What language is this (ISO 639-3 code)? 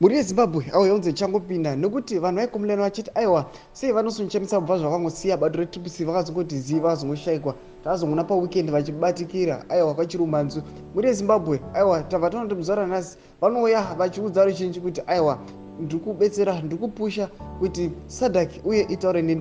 sna